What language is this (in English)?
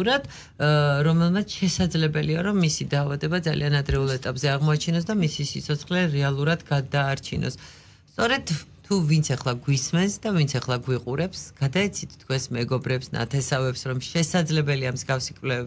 Georgian